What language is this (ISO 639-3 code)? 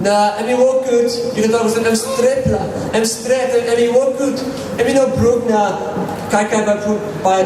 tpi